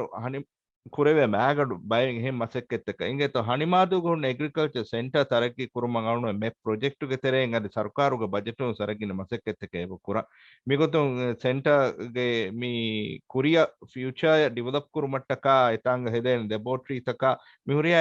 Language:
Divehi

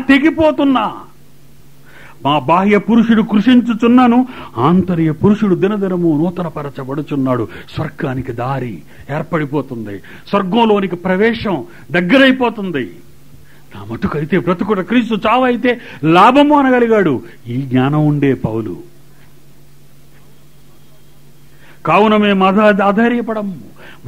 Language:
Telugu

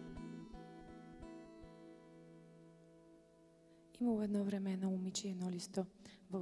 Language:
Bulgarian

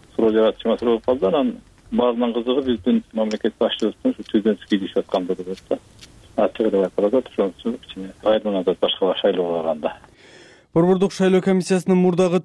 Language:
Kyrgyz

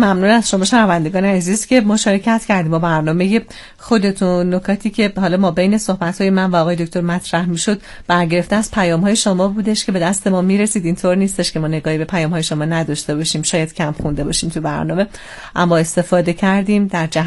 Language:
Persian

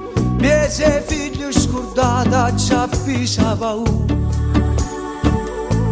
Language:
Italian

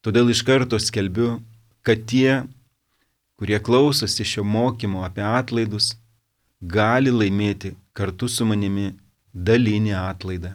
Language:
Lithuanian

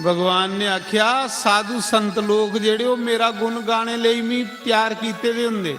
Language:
Dogri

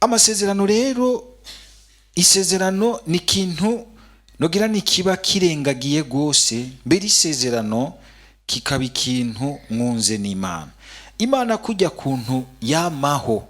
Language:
Rundi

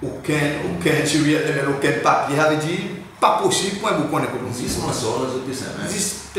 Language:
Seselwa Creole French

